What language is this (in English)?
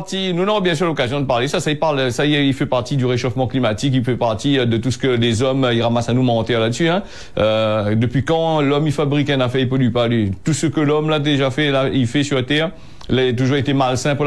French